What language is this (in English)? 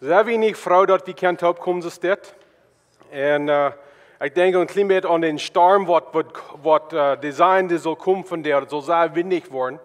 Plautdietsch